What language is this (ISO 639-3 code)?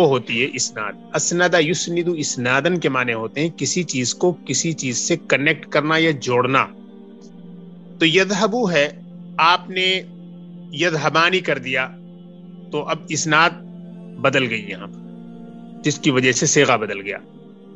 urd